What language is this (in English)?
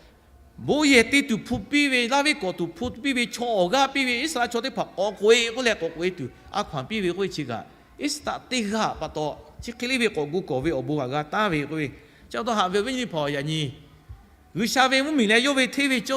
Lahu